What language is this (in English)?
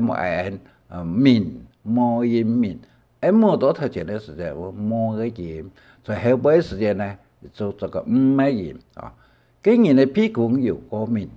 Hakka Chinese